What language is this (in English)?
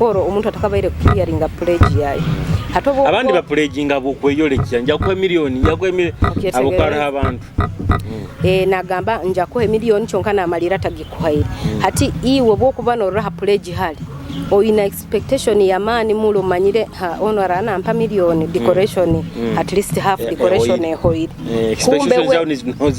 Nyoro